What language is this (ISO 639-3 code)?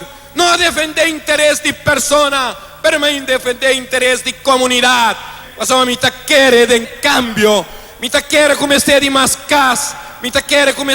pap